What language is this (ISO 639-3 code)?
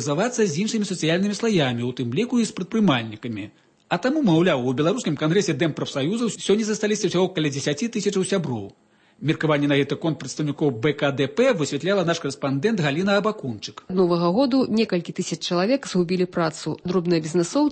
bel